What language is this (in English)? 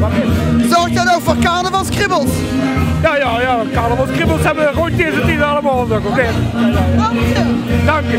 Limburgish